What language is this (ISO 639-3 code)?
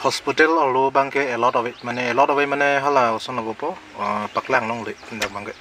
mjw